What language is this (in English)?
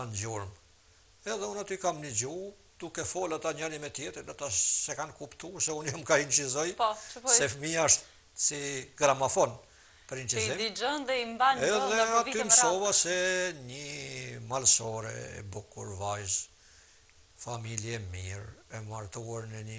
Albanian